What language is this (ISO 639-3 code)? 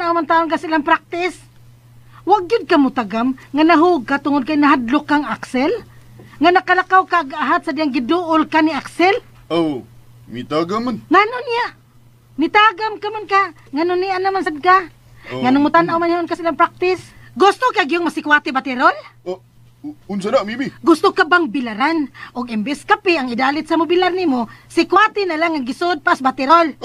ceb